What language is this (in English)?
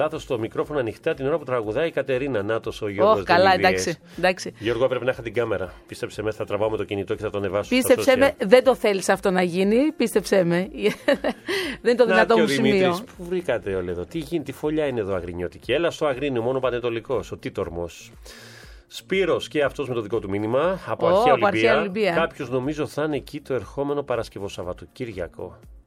Greek